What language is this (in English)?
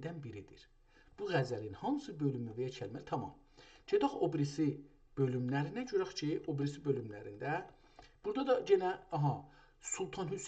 South Azerbaijani